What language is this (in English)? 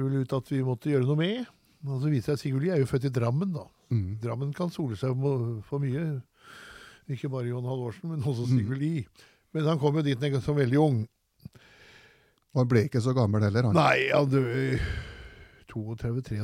Norwegian